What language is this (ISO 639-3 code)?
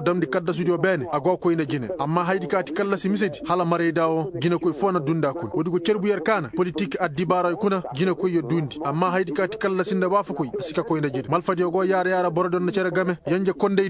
ses